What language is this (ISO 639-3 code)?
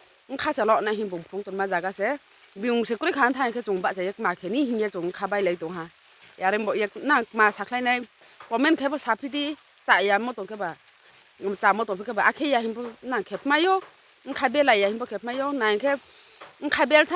ria